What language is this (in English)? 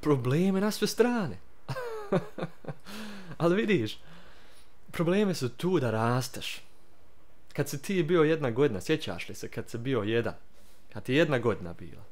Croatian